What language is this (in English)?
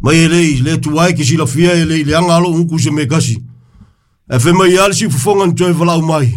Samoan